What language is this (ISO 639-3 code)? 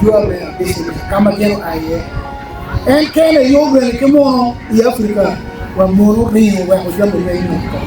ach